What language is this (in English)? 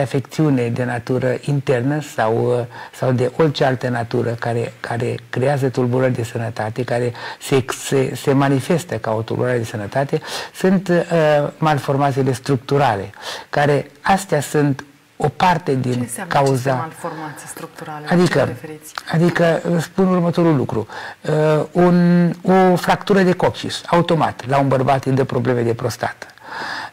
Romanian